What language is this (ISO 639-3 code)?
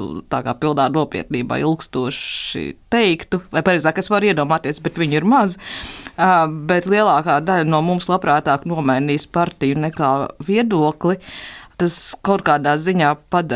lav